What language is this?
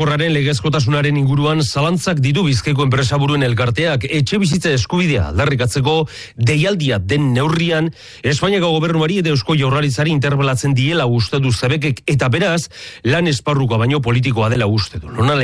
Basque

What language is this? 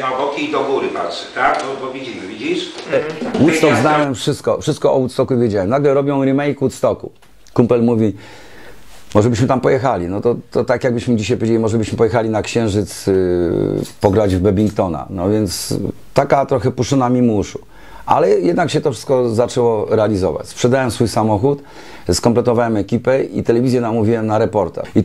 Polish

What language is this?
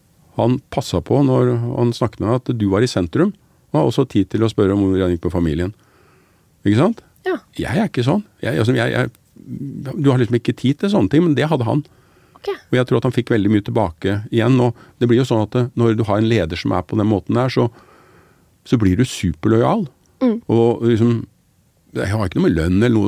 Norwegian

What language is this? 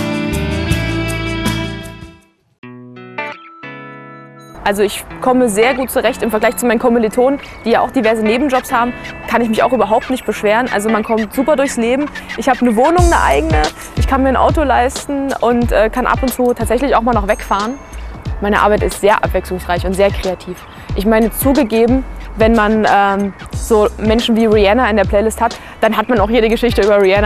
German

